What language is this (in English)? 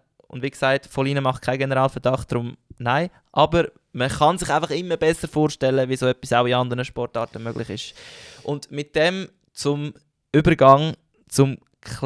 Swiss German